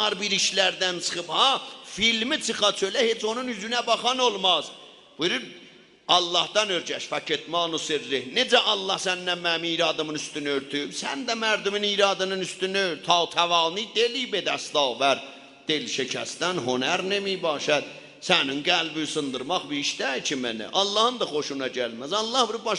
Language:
South Azerbaijani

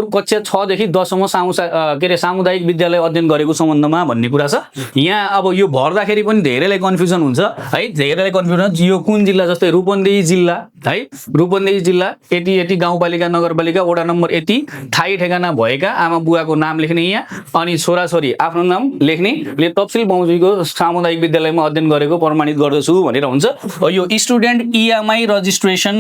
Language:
Nepali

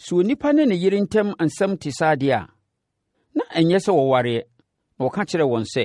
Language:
Akan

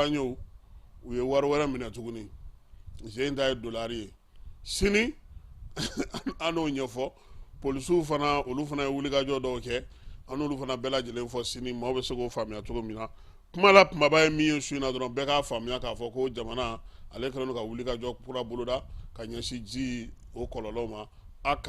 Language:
Bambara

